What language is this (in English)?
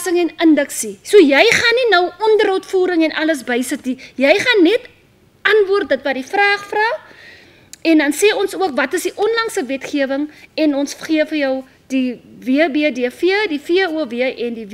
Afrikaans